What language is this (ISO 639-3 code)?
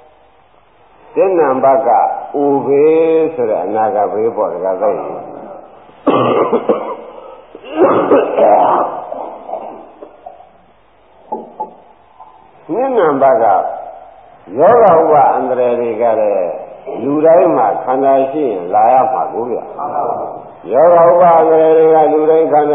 mya